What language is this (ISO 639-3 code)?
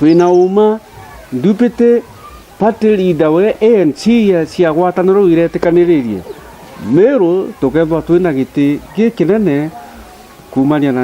mer